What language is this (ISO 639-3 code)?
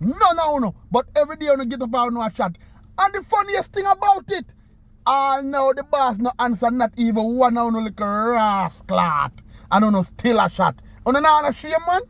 jam